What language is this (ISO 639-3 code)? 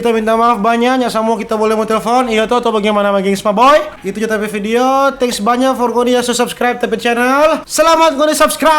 xmm